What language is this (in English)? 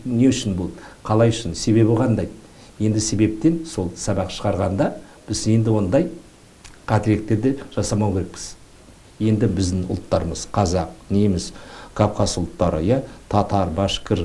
Kazakh